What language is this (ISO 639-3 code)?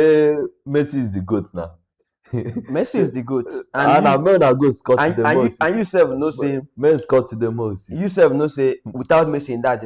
pcm